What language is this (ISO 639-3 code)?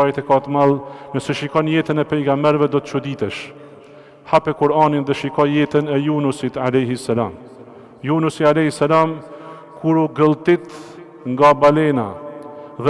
sqi